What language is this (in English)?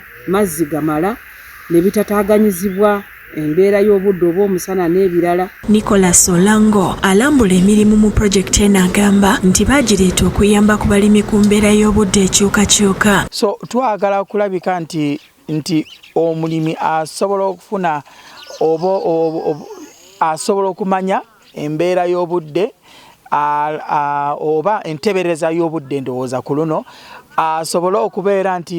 Ganda